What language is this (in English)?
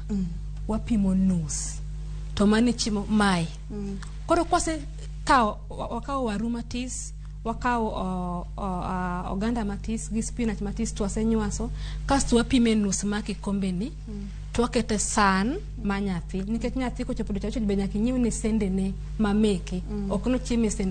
Luo (Kenya and Tanzania)